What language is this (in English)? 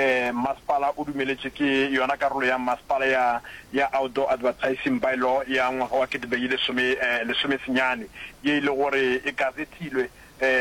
Northern Sotho